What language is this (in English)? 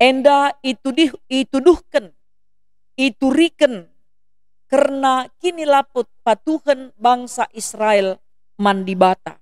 Batak Karo